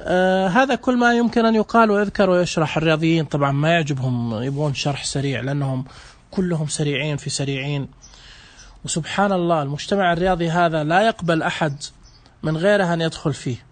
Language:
Najdi Arabic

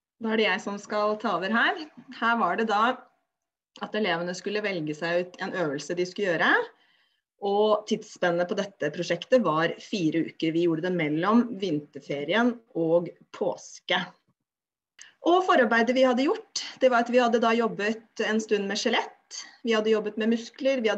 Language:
Norwegian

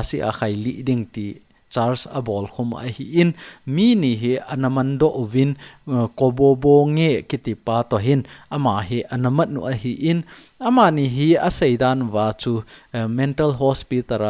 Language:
Thado Chin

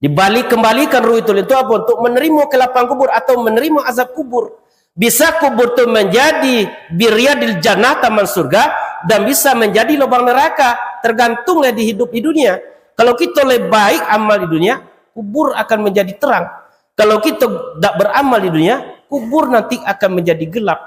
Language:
Minangkabau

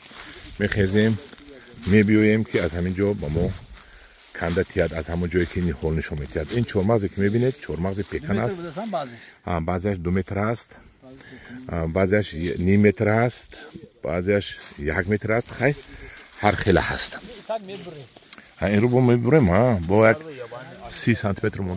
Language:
Tajik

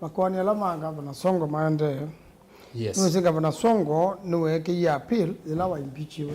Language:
Kamba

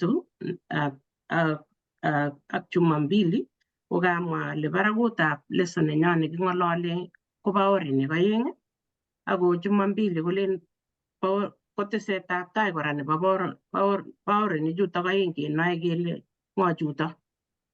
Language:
Kalenjin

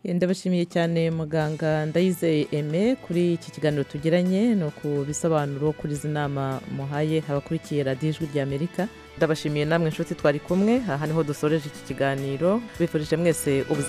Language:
Kinyarwanda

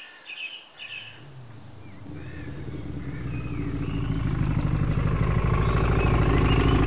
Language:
Malayalam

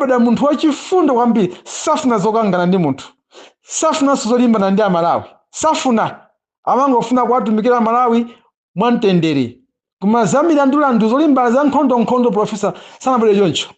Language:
Nyanja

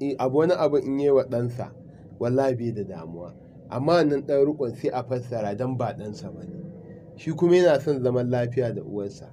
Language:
Hausa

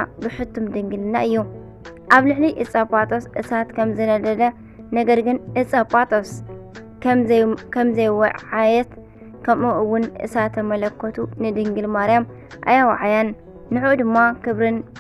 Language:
Tigrinya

